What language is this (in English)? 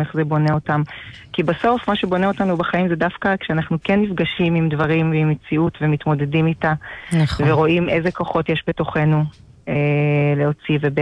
Hebrew